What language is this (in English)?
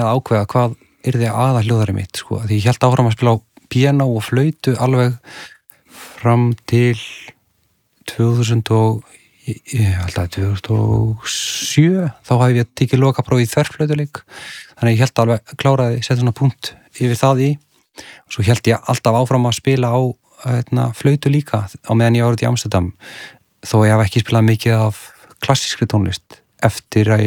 Icelandic